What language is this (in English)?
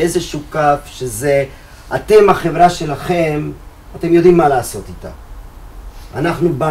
Hebrew